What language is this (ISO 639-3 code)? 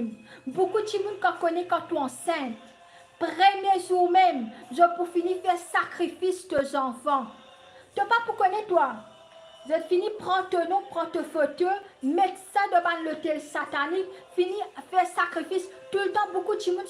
mfe